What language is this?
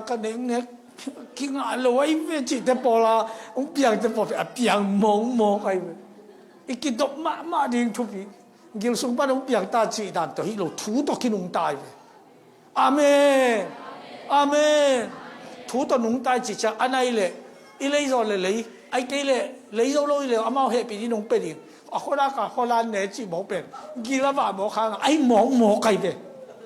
Tedim Chin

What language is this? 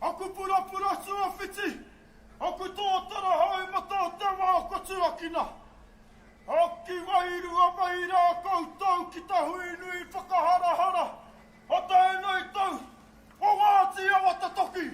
Māori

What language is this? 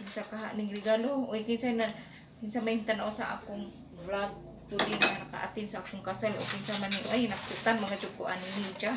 Cebuano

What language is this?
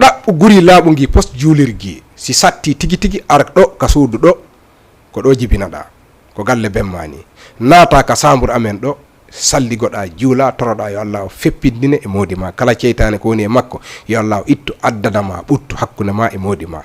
Fula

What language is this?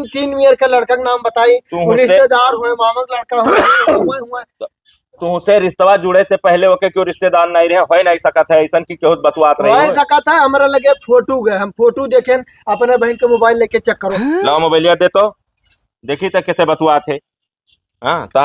Awadhi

